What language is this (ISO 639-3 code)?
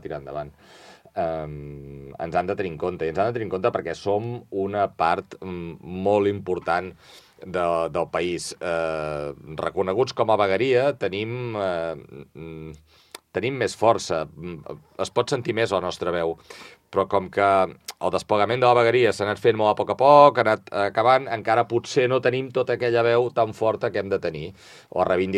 cat